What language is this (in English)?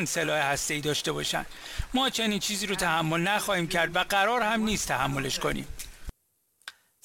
Persian